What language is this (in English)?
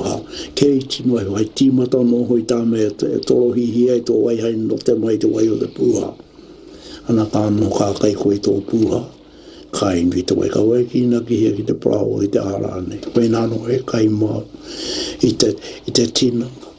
Māori